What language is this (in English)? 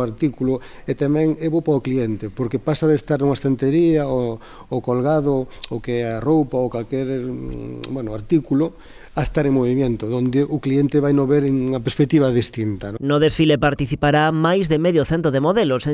Galician